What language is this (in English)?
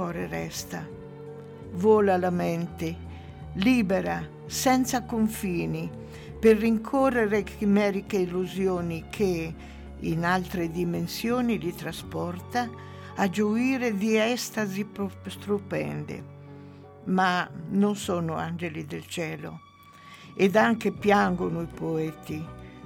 Italian